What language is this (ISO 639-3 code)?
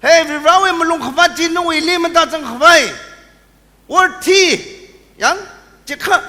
nmf